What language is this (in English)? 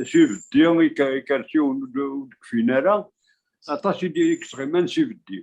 Kabyle